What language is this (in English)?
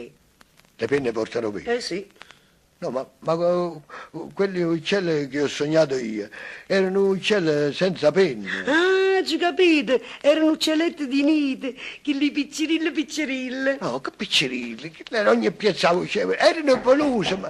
Neapolitan